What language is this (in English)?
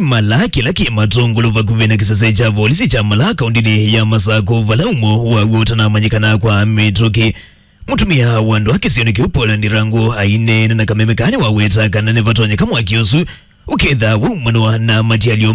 Kamba